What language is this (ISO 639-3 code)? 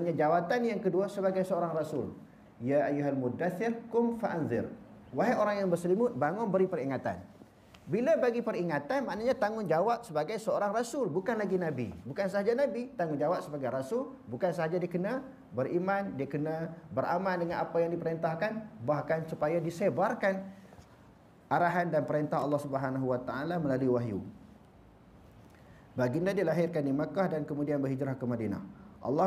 msa